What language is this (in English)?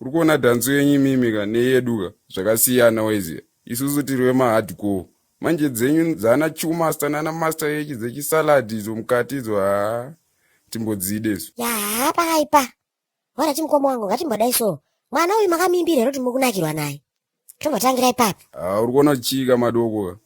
Shona